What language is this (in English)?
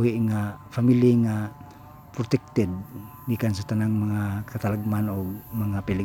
Cebuano